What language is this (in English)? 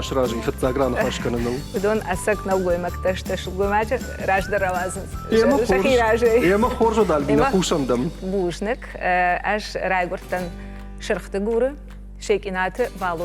Ossetic